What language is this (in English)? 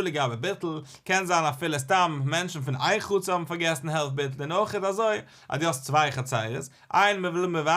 Yiddish